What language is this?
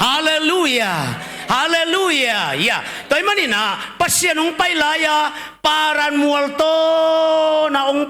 Tedim Chin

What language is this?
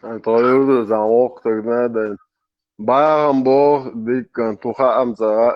Chechen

